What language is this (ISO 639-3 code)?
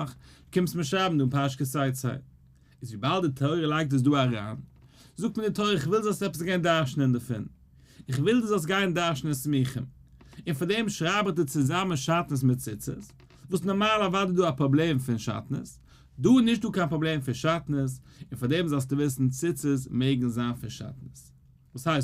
yid